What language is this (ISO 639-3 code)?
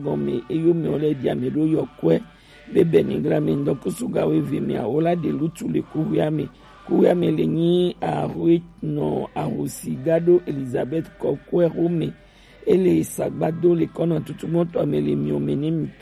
gej